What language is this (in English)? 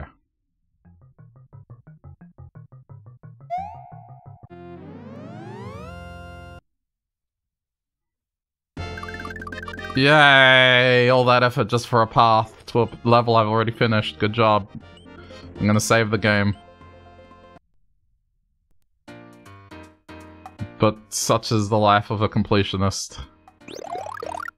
English